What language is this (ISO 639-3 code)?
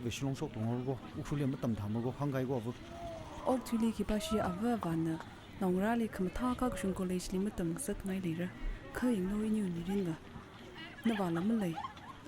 nmf